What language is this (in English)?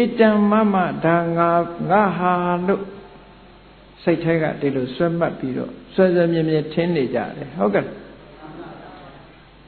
Burmese